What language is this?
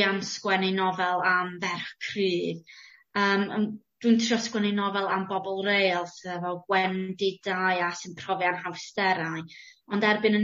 Welsh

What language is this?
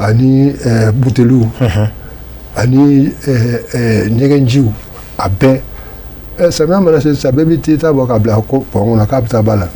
Bambara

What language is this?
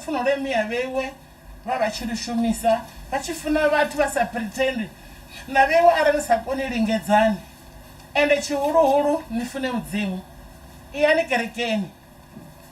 Venda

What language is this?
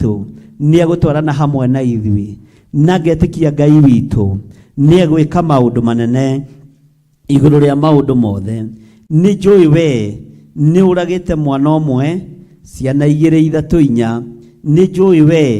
Kikuyu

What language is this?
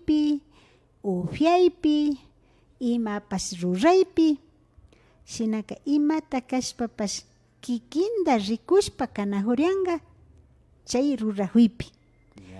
Imbabura Highland Quichua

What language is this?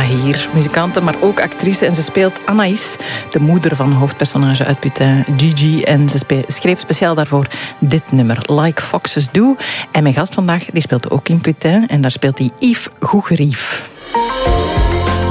Dutch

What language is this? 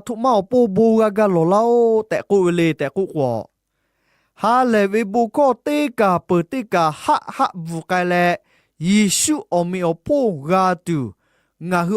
Lahu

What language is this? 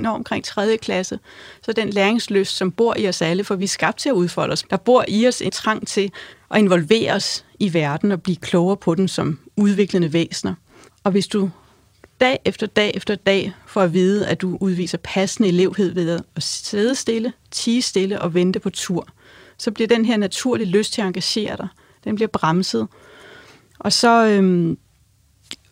Danish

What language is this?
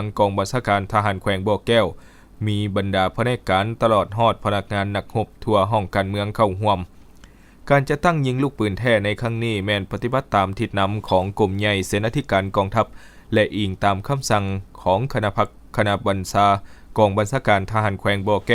Lao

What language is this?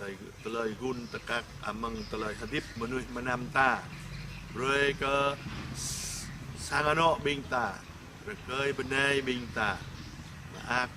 Jarai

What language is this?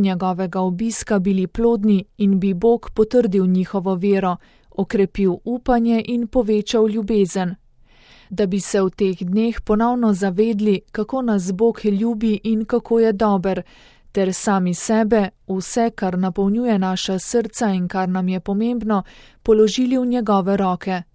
Slovenian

